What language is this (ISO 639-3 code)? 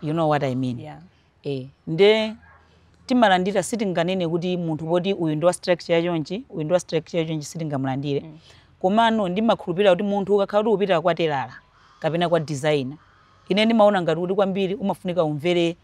nya